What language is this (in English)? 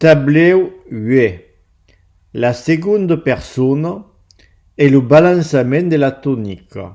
Occitan